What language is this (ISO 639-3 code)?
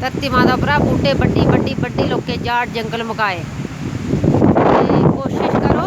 doi